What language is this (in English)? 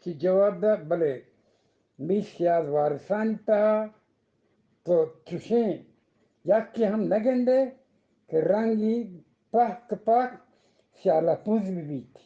Eastern Balochi